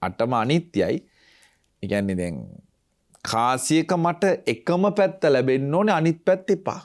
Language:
Sinhala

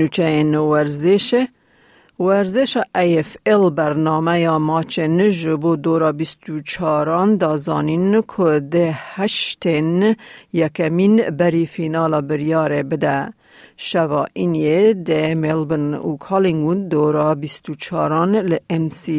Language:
Kurdish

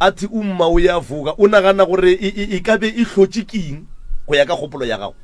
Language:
Northern Sotho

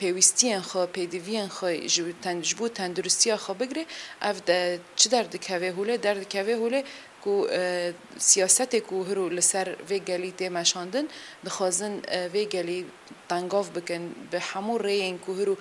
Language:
Kurdish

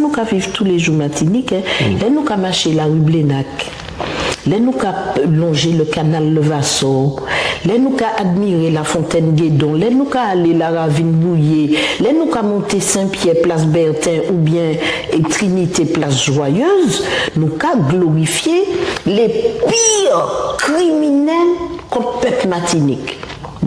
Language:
Guadeloupean Creole French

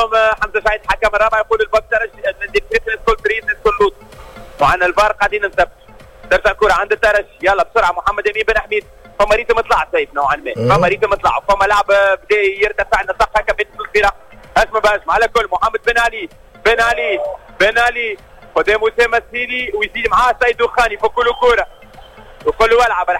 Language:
Tunisian Arabic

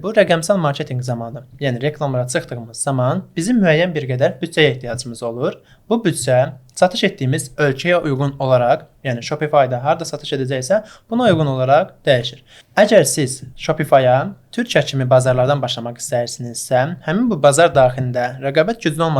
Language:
Azerbaijani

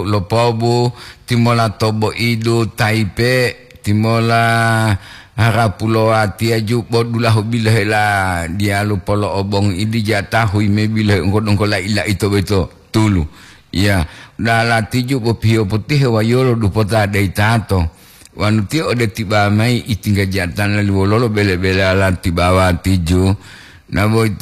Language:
Gorontalo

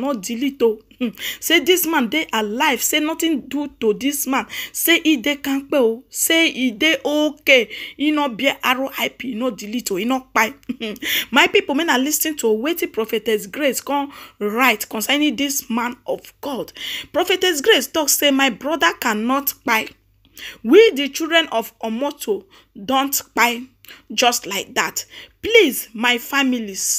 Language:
Nigerian Pidgin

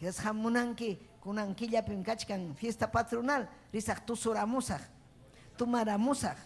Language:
Ayacucho Quechua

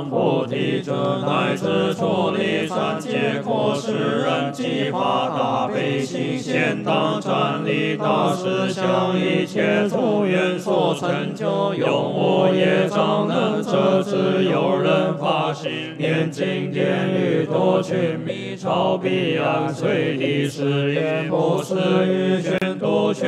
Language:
Chinese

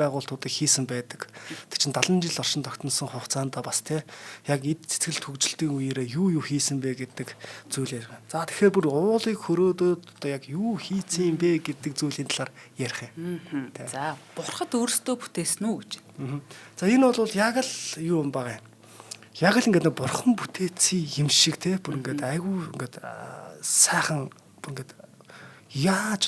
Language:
Mongolian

